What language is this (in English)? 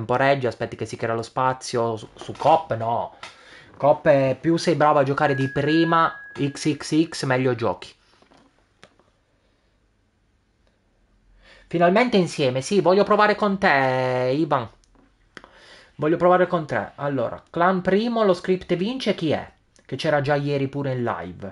Italian